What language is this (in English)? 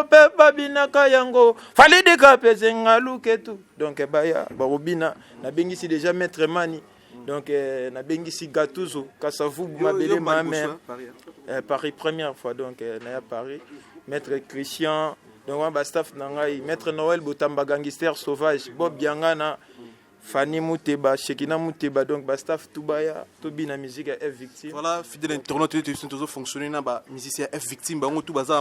Lingala